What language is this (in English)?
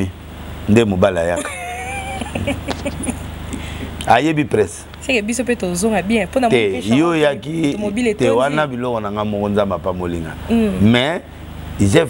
Lingala